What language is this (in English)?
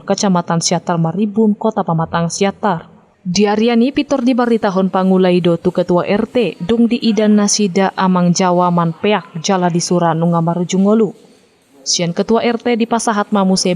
Batak Toba